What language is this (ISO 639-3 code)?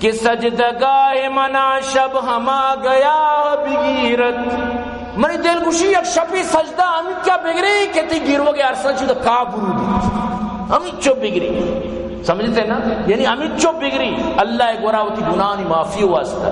bal